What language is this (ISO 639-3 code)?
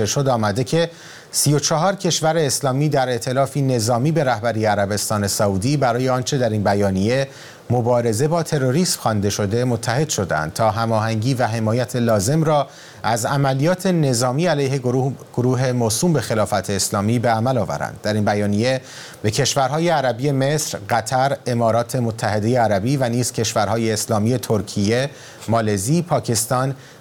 fas